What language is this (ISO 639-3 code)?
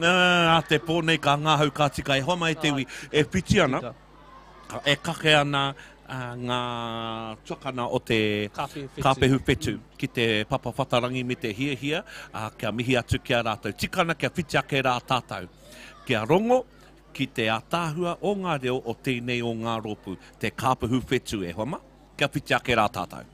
mri